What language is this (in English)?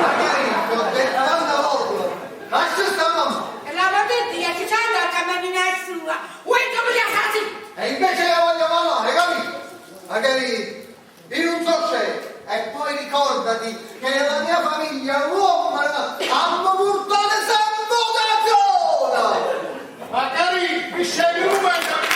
Neapolitan